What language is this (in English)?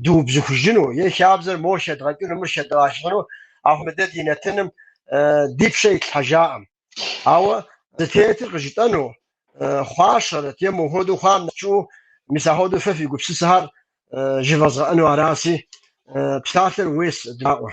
Kabardian